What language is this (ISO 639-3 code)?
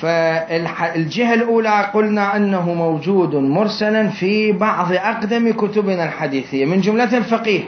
acm